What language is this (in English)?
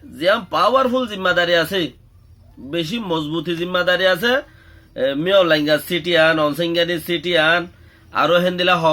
Rohingya